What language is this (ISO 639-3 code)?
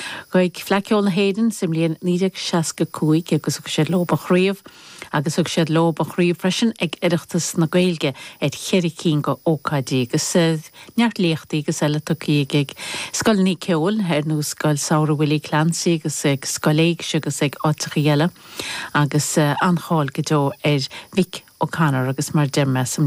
gle